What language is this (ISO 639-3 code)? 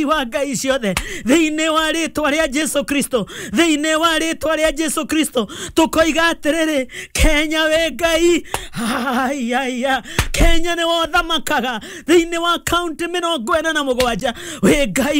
kik